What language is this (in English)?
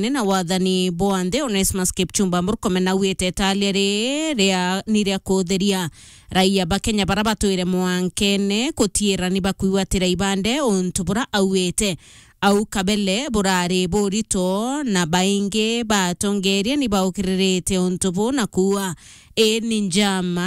Meru